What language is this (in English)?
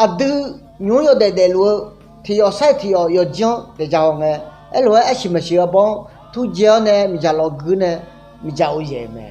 Akha